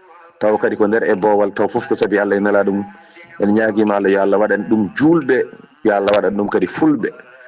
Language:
Fula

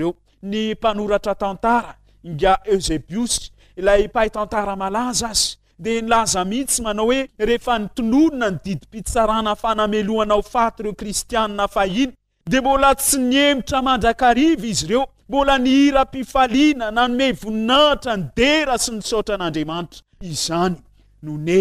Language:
Malagasy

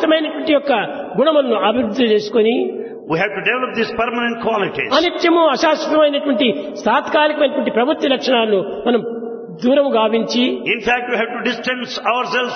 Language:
Telugu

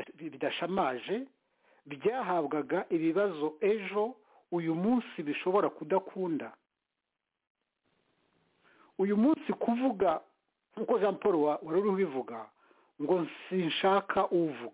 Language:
Kinyarwanda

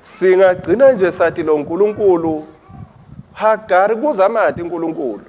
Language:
Swati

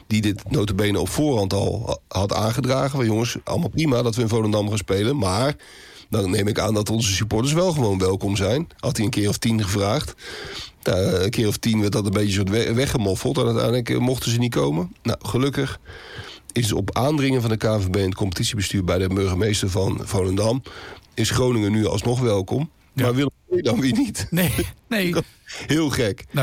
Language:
Dutch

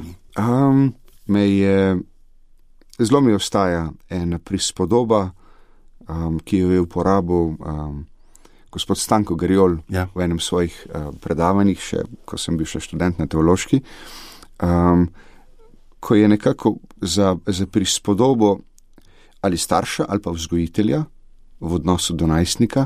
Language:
Slovenian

